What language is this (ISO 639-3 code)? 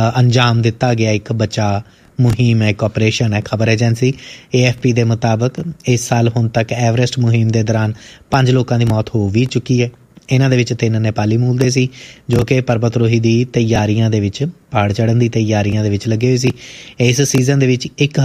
pan